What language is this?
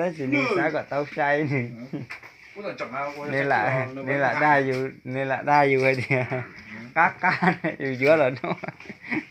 Hmong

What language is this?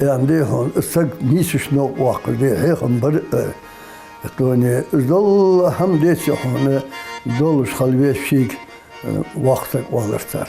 Ingush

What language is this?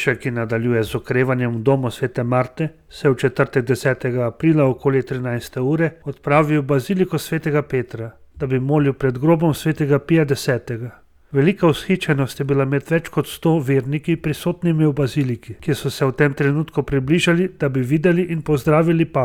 Slovenian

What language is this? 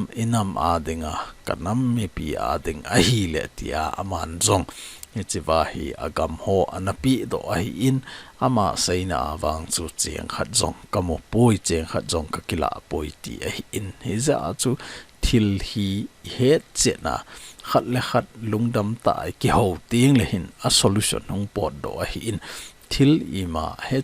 Thado Chin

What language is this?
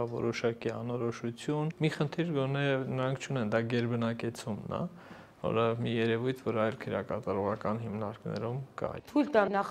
Armenian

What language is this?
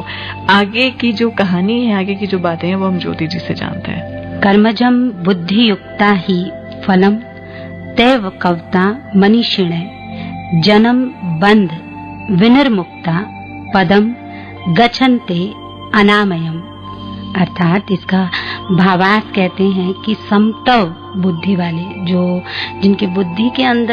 Hindi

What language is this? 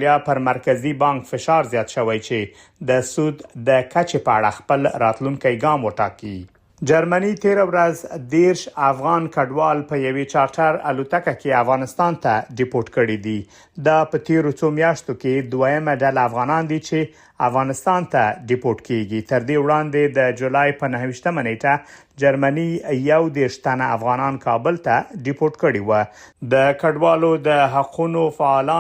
Pashto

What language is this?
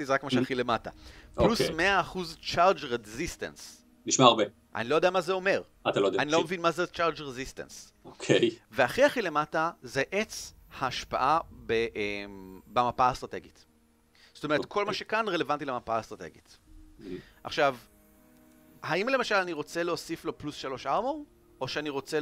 Hebrew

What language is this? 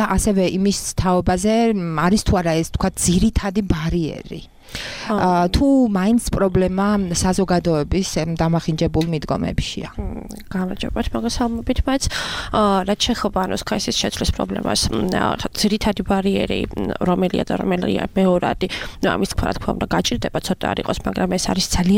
Georgian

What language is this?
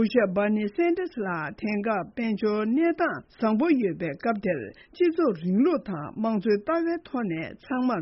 Tibetan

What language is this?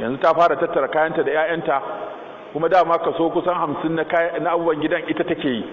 Hausa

